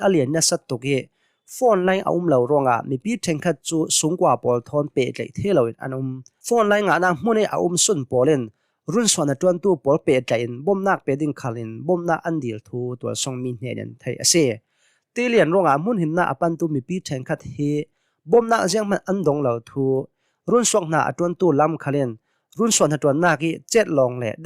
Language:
Hakha Chin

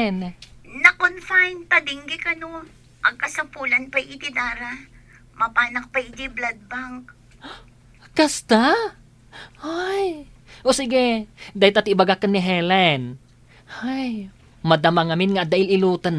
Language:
Iloko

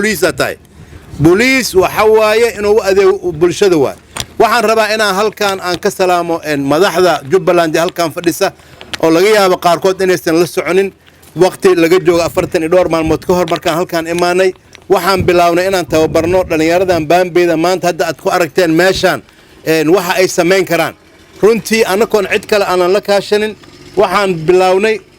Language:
Somali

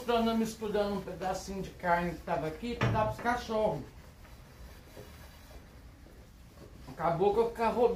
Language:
Portuguese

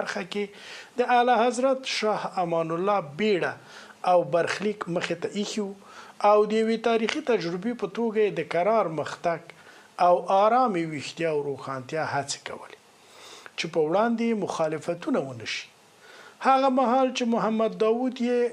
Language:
Pashto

